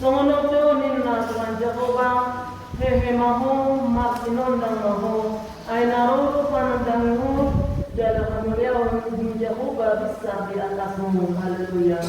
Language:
Batak Toba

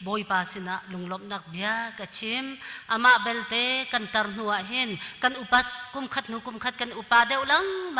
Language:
Hakha Chin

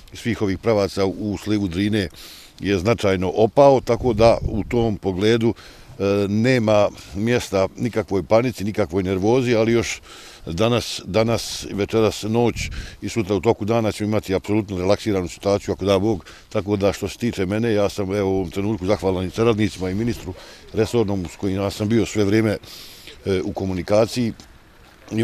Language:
Croatian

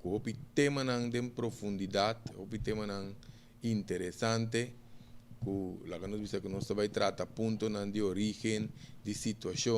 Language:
Papiamento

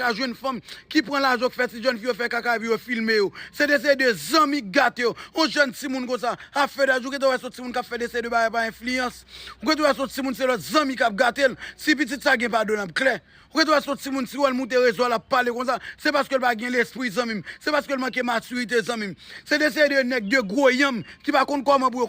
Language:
Haitian Creole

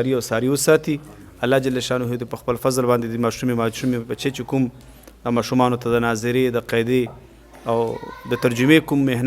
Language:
Pashto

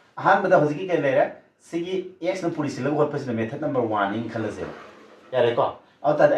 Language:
Manipuri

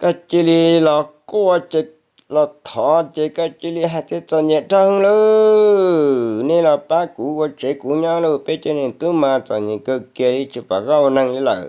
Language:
Hmong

